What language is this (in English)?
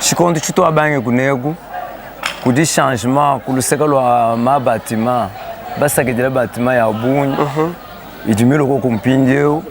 Luba-Lulua